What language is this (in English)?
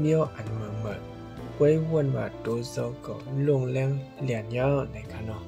Shan